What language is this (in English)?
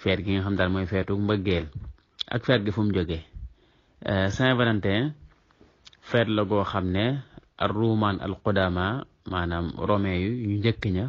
Wolof